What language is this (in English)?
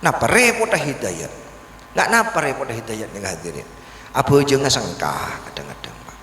Madurese